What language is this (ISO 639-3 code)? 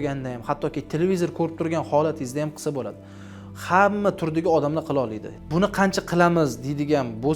uzb